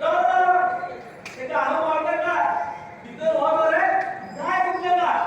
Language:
Konkani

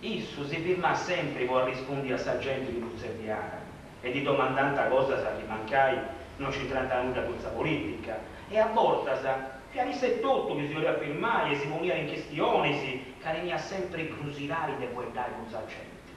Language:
Sardinian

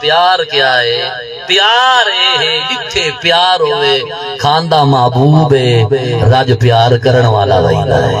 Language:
Saraiki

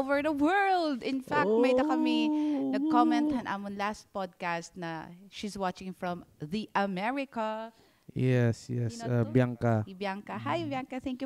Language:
Waray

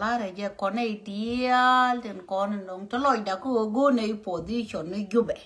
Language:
Nuer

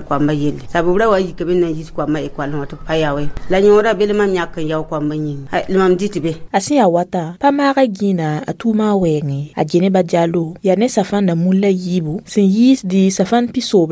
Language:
Mossi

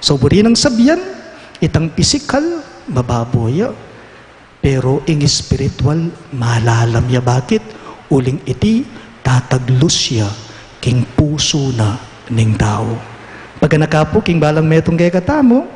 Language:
Pampanga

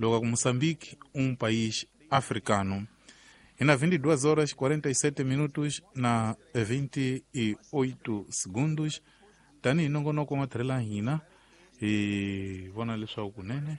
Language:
Tsonga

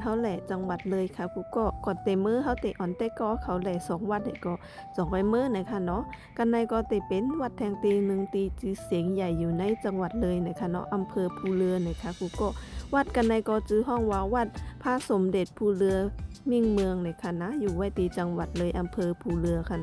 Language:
Shan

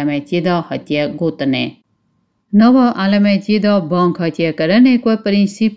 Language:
Kurdish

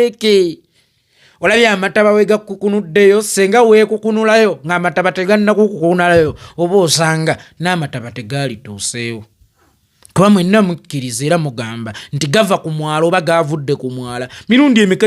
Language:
Ganda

